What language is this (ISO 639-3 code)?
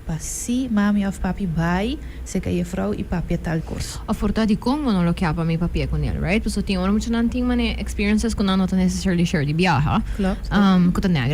pap